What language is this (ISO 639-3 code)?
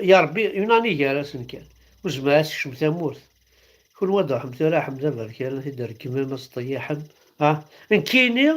kab